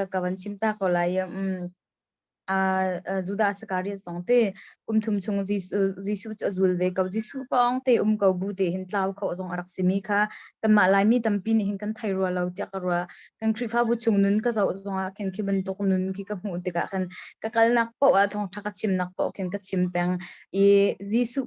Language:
Hakha Chin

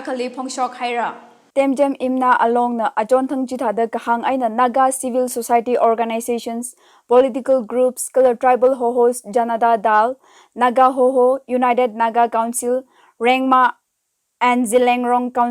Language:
Tangkhul Naga (India)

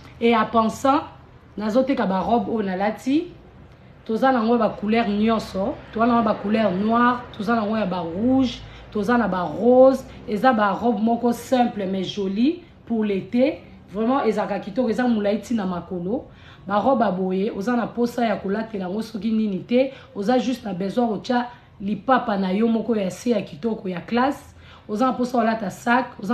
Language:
Lingala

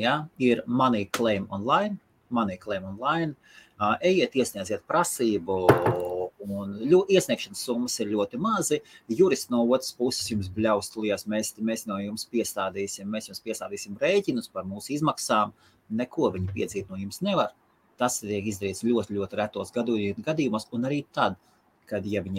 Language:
Latvian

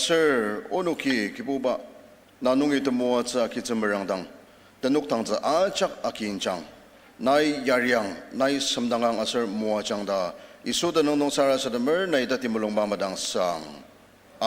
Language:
Ao Naga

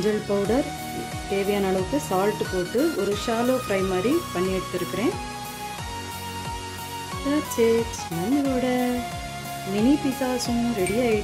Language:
Tamil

